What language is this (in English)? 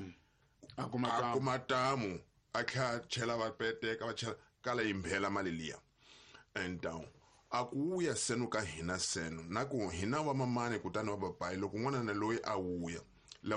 Tsonga